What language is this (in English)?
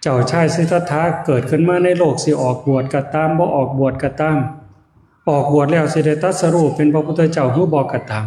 Northeastern Thai